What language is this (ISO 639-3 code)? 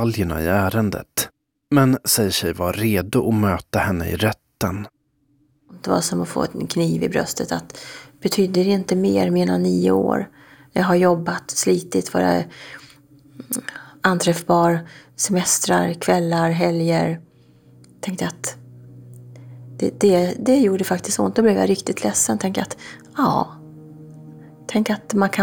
swe